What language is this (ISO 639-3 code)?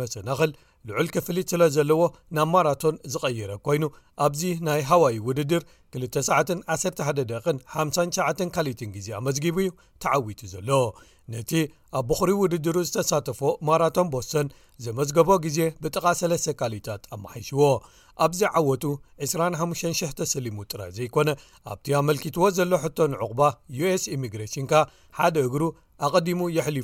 tir